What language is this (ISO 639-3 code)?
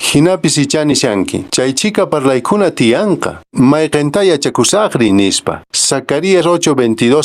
que